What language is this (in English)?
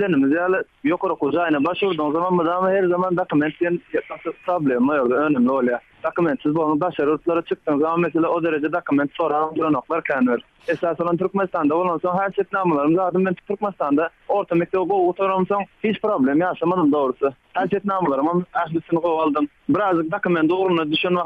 Turkmen